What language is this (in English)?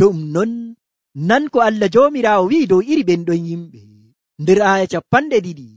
Nigerian Fulfulde